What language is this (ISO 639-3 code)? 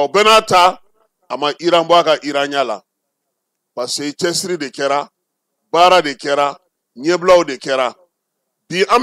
bam